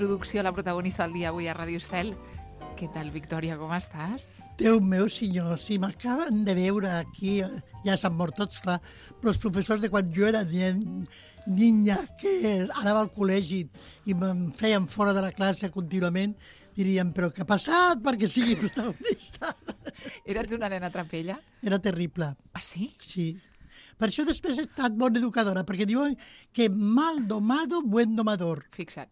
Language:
Catalan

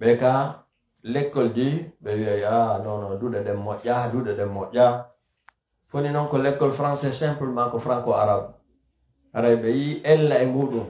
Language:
Pular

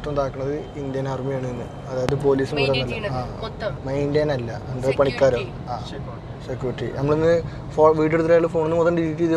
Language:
Malayalam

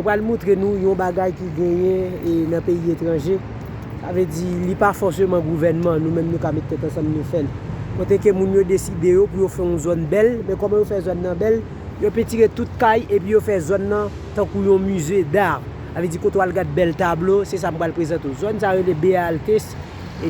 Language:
Haitian Creole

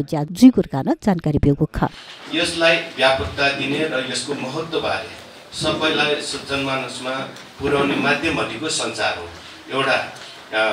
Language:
Newari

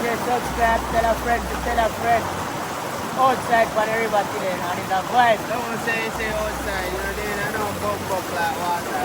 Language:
Jamaican Creole English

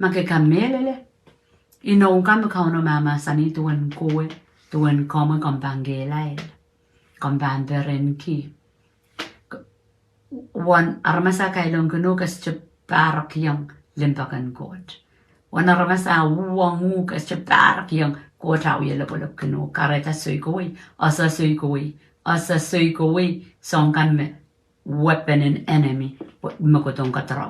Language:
Pohnpeian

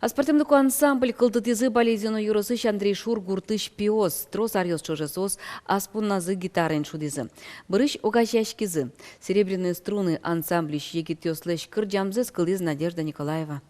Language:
Udmurt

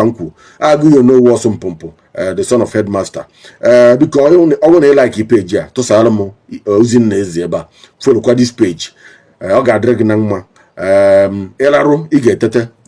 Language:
Igbo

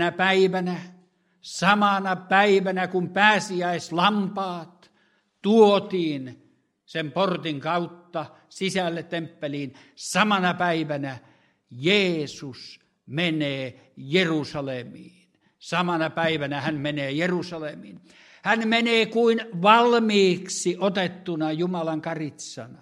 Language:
Finnish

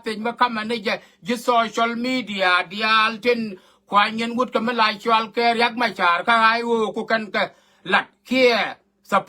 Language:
Nuer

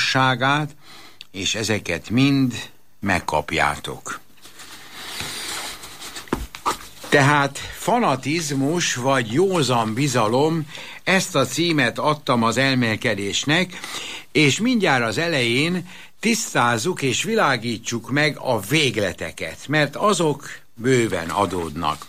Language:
Hungarian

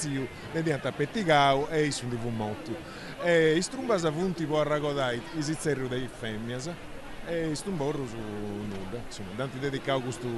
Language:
Sardinian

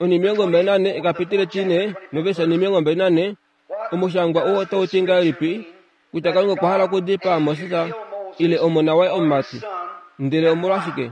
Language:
Kuanyama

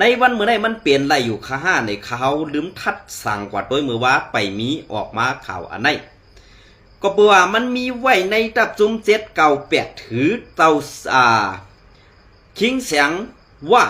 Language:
Shan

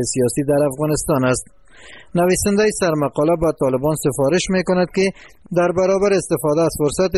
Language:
Persian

